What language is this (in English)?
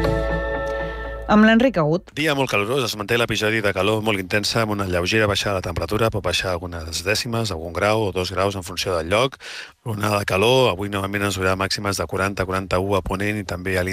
Catalan